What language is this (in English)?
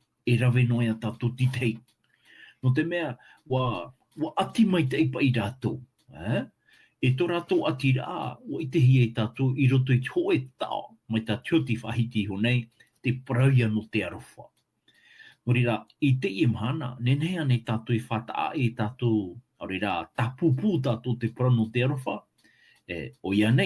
Tahitian